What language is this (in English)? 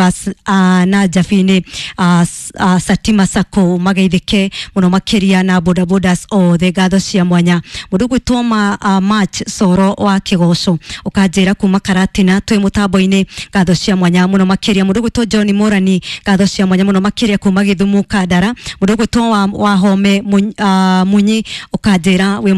Kikuyu